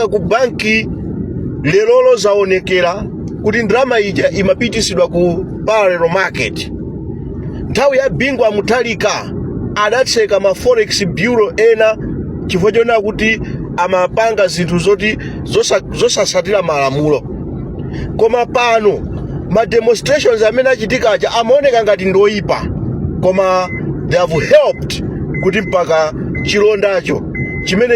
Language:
Nyanja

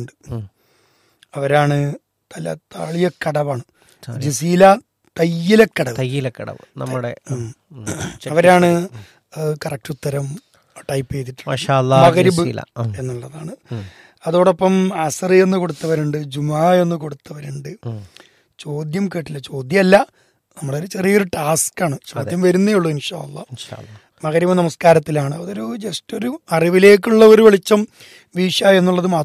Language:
Malayalam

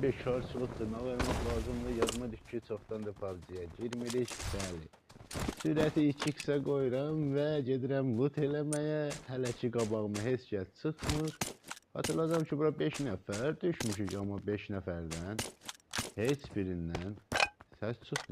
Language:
Azerbaijani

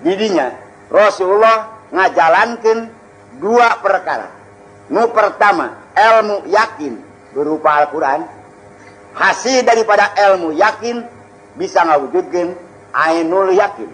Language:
Sundanese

